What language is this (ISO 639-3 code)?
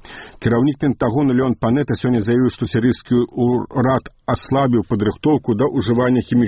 bel